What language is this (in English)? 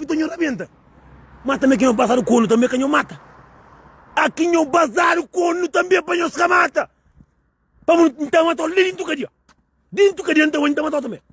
Kabuverdianu